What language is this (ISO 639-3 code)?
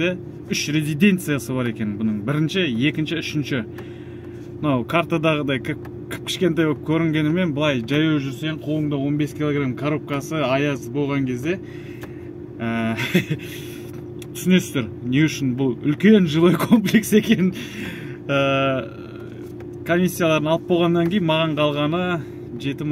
kaz